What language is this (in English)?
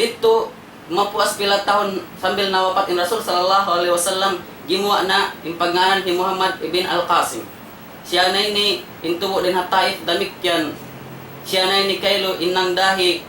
Tausug